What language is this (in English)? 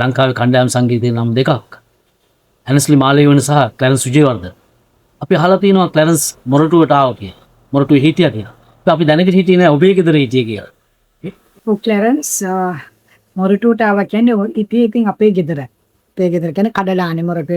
Sinhala